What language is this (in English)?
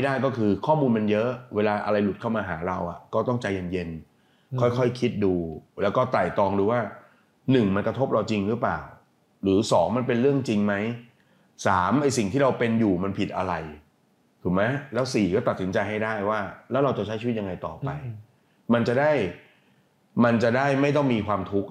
Thai